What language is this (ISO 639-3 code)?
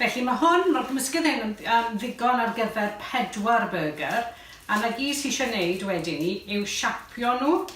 cym